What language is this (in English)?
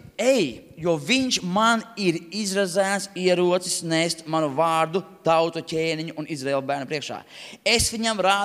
Latvian